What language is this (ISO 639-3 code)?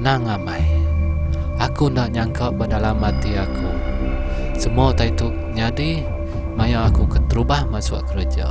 iba